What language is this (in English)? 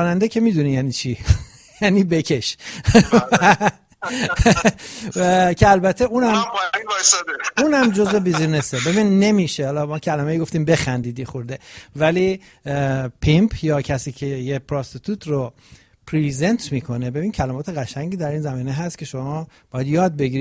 Persian